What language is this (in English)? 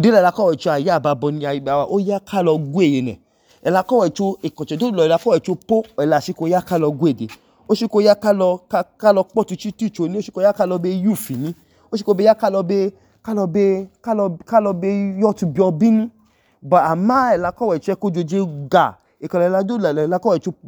Idoma